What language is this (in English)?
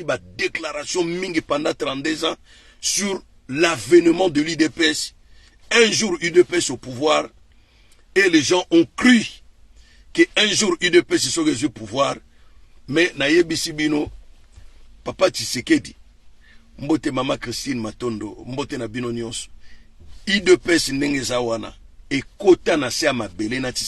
Lingala